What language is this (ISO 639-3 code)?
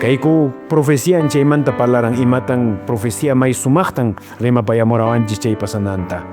que